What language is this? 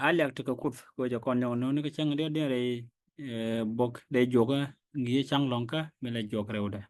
Nuer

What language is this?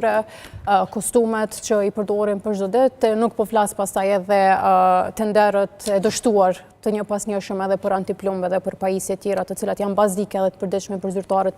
Albanian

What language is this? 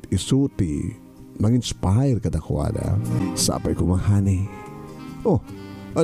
Iloko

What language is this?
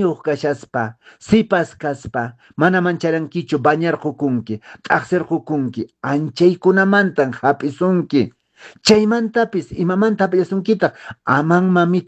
Quechua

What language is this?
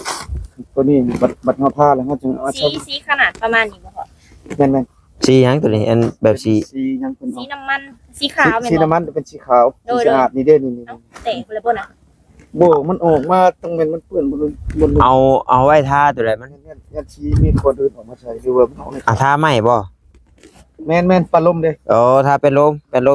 Northeastern Thai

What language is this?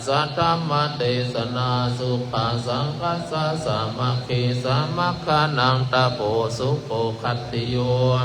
Pali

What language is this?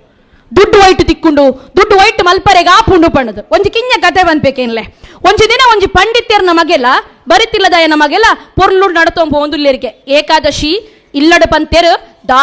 Tulu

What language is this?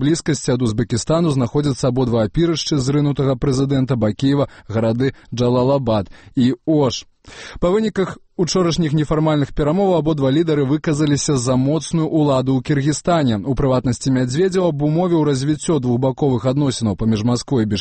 Belarusian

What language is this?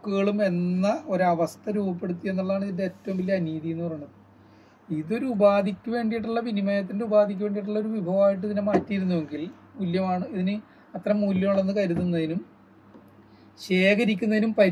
Malayalam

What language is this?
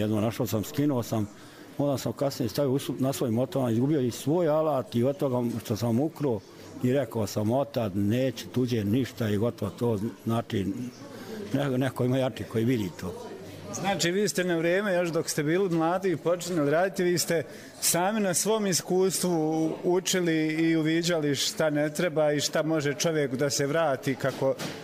Bosnian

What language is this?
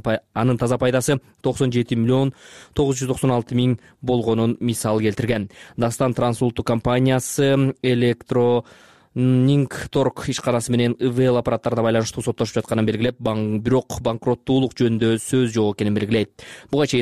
Kyrgyz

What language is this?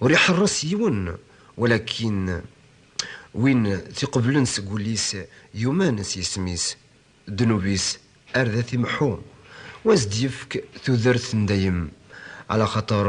Kabyle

